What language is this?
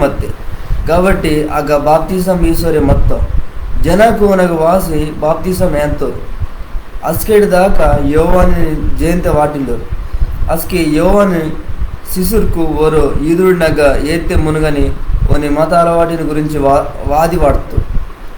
Koya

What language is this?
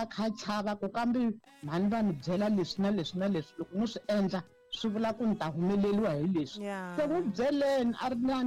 Tsonga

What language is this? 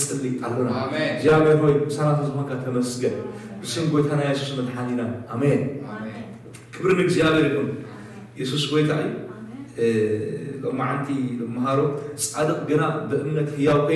Tigrinya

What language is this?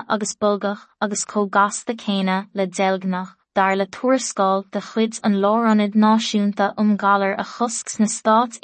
Irish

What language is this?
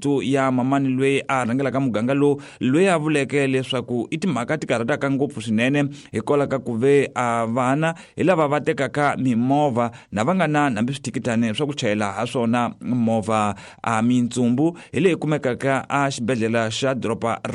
Tsonga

